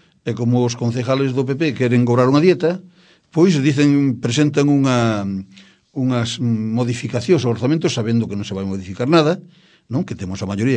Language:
Galician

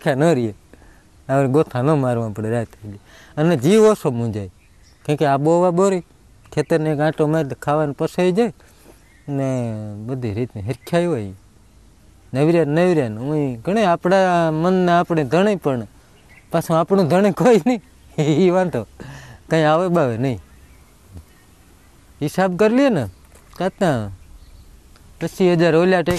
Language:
Gujarati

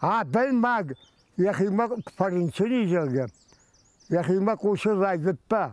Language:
Ossetic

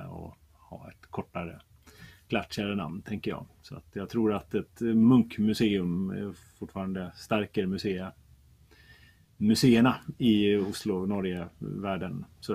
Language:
Swedish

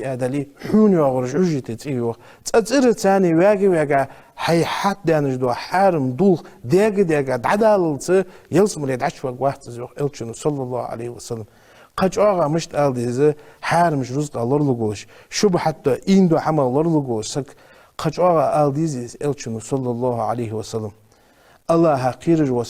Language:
Ingush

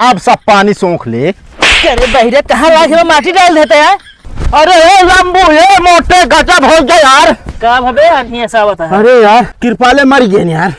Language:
Awadhi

